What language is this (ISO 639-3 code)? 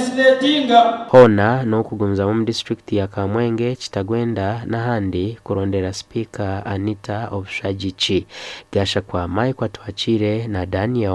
nyn